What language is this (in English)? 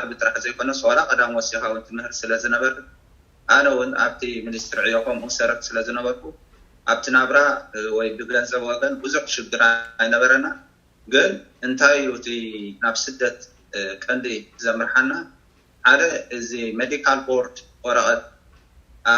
Tigrinya